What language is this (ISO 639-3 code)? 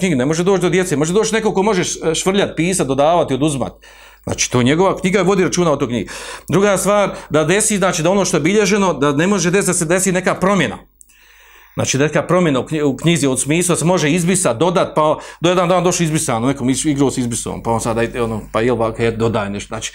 bos